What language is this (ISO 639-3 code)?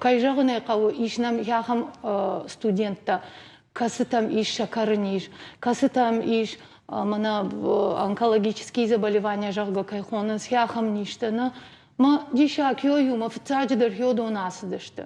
oss